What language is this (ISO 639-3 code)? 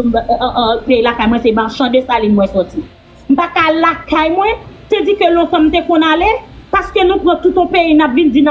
hat